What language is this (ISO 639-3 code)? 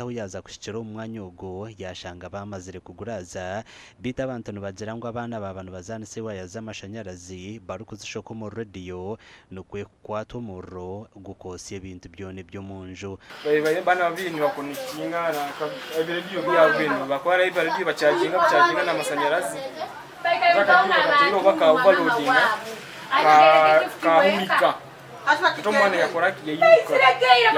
nyn